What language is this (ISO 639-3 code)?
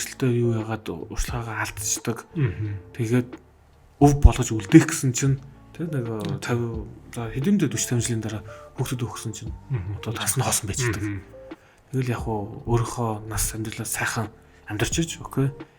mon